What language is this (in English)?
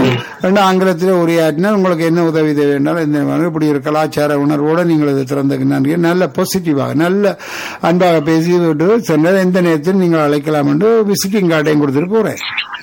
Tamil